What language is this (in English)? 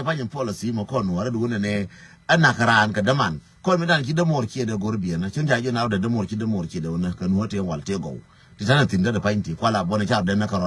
Nuer